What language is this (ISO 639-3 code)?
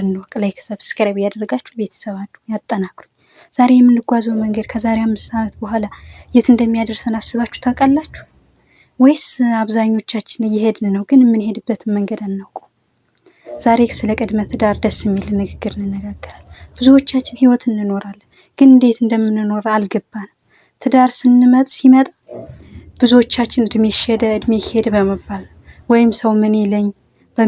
amh